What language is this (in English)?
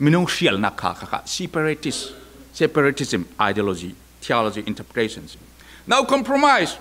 Falam Chin